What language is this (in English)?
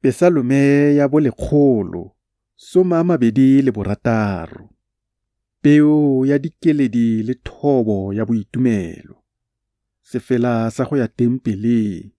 Tswana